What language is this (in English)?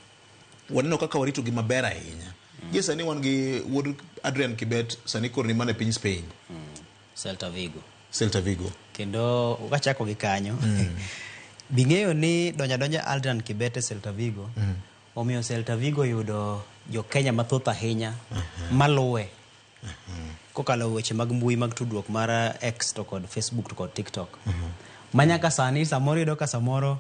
Luo (Kenya and Tanzania)